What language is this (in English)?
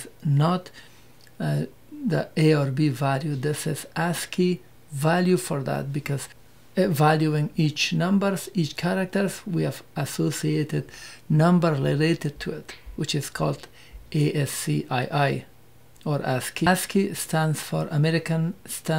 English